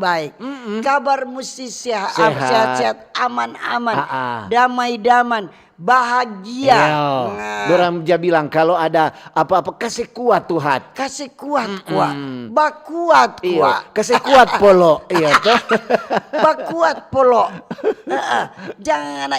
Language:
Manado Malay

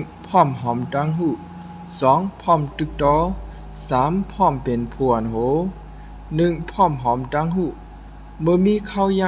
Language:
Shan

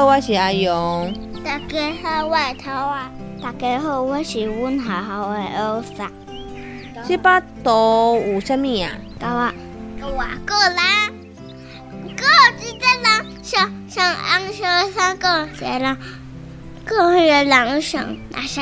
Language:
Min Nan Chinese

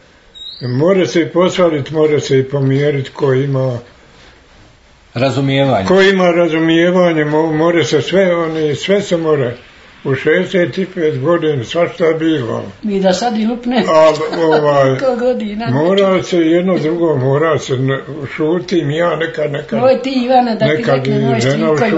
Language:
Croatian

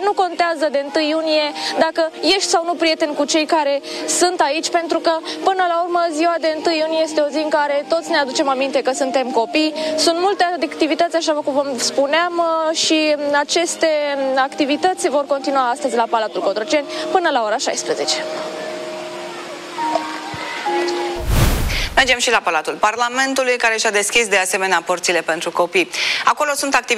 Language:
Romanian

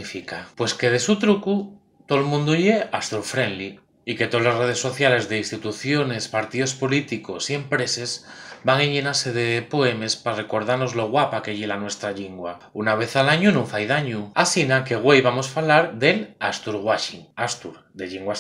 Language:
Asturian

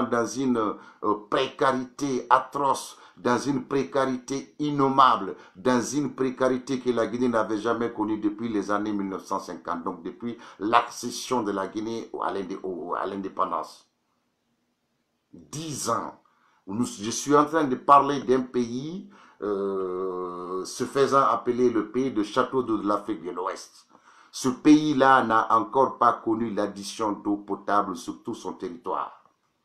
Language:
French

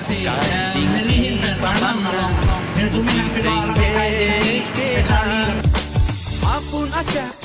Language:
Karbi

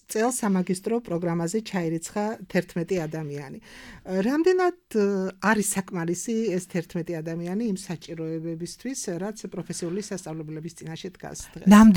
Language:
Georgian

